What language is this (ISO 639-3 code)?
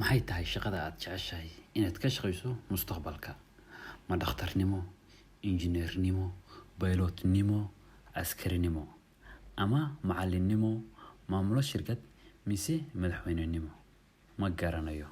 som